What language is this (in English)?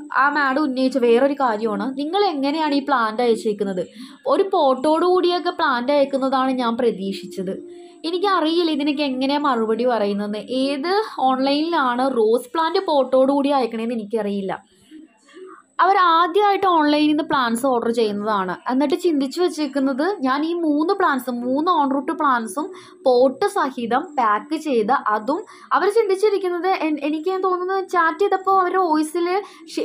Malayalam